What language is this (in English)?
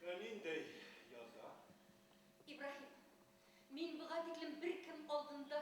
Bashkir